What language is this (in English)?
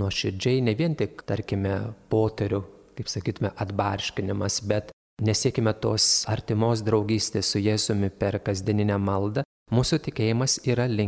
Lithuanian